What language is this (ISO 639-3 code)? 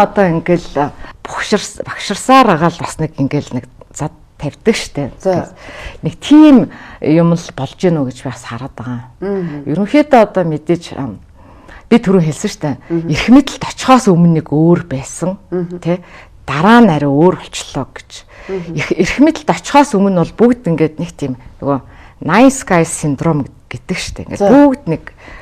mon